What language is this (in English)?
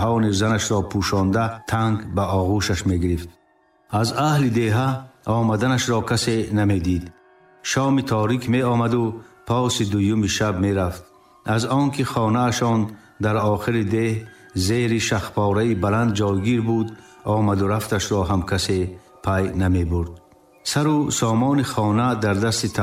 Tajik